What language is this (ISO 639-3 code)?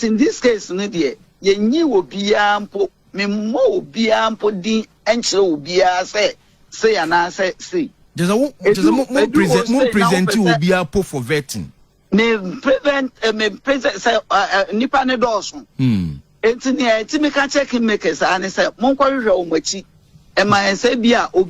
aka